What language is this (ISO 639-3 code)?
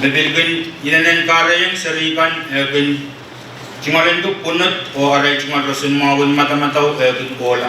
pon